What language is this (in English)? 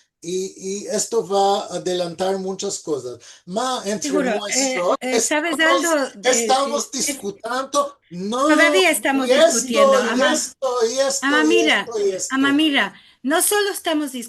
Ladino